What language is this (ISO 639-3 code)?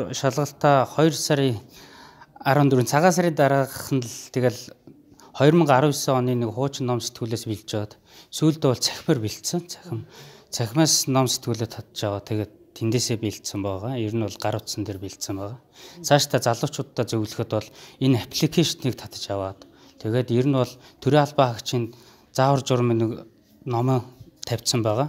mon